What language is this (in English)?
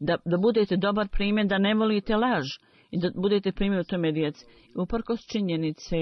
Bosnian